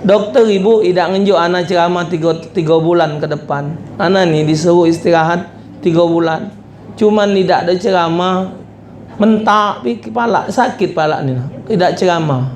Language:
Musi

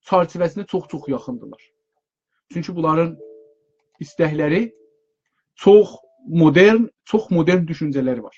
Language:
South Azerbaijani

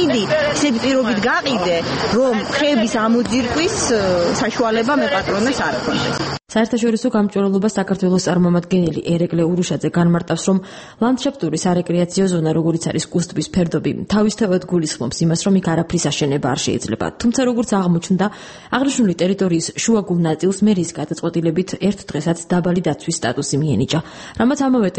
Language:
Georgian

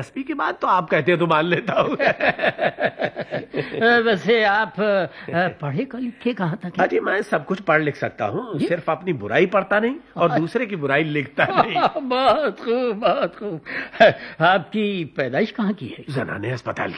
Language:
Hindi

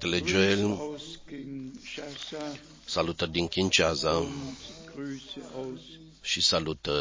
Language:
Romanian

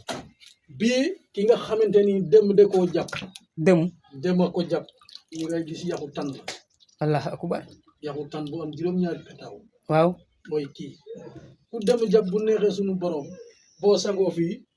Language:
Wolof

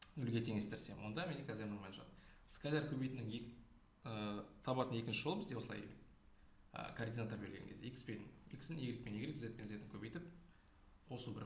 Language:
Kazakh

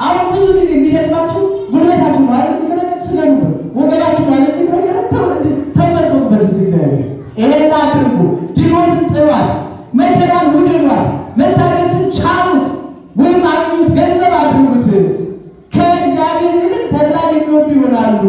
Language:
Amharic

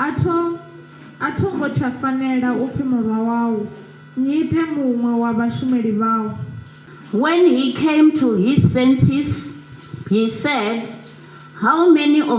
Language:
Venda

